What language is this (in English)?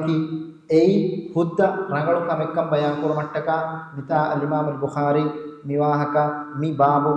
Divehi